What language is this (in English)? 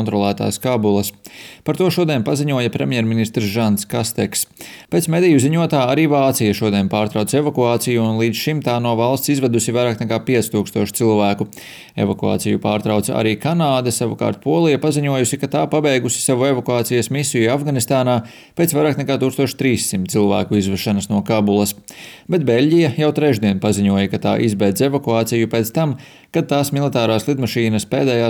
Latvian